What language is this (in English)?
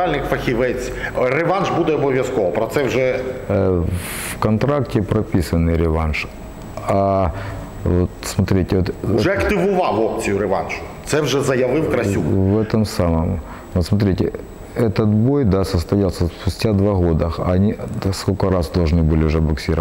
Ukrainian